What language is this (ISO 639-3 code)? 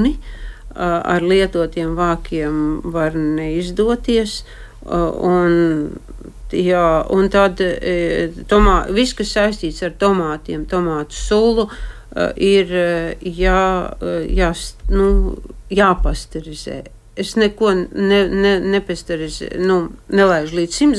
lav